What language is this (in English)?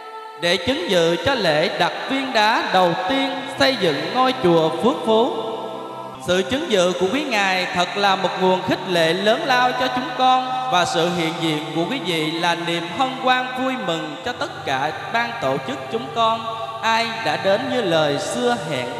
Vietnamese